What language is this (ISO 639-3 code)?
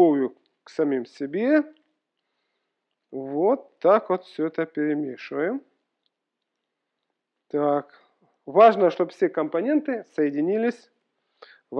rus